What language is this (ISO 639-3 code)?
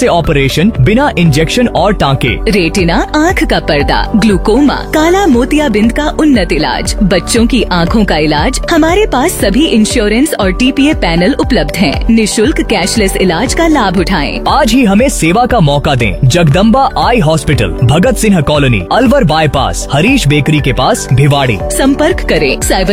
hin